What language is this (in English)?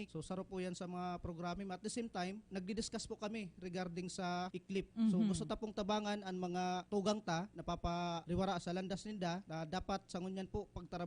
Bikol